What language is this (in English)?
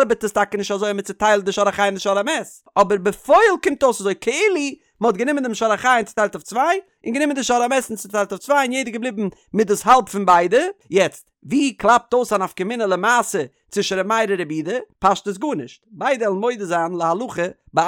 Yiddish